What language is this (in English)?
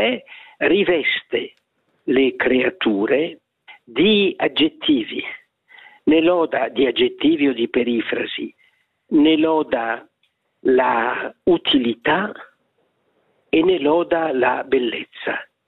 Italian